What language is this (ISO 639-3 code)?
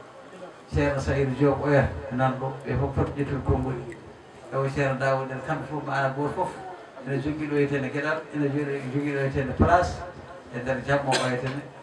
ful